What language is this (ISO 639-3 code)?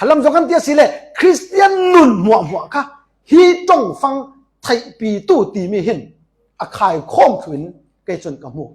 cfm